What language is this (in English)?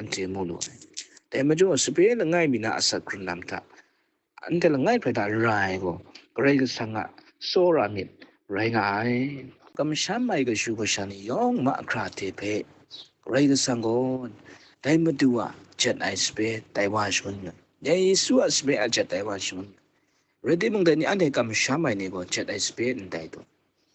Kachin